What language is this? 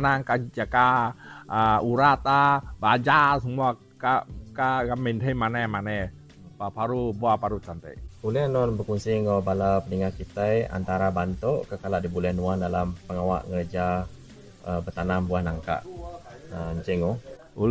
Iban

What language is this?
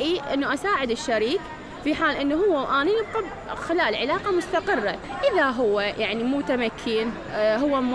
Mesopotamian Arabic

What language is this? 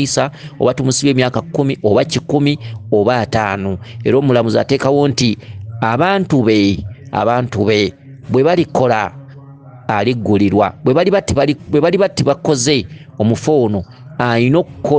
Ganda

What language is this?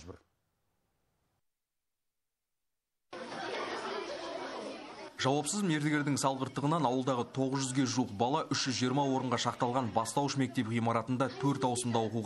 Kazakh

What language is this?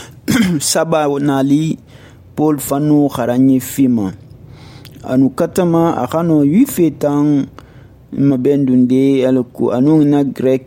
Susu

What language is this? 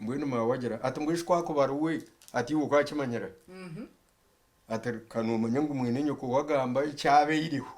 Nyankole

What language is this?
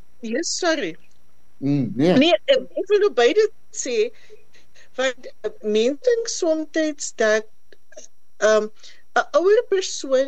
Afrikaans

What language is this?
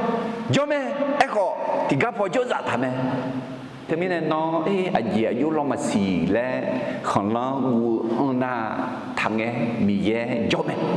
Akha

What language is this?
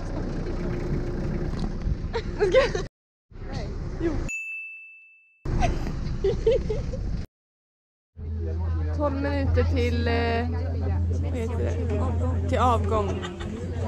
Swedish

